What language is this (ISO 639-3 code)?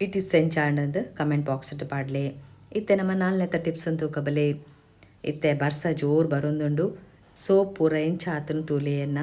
tcy